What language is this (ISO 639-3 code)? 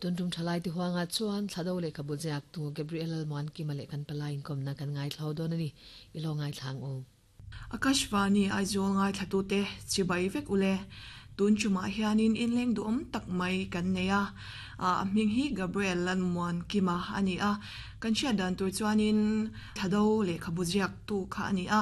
lus